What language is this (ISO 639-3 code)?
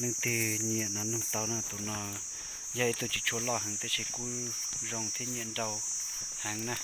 hmn